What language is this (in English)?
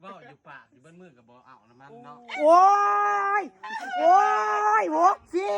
Northeastern Thai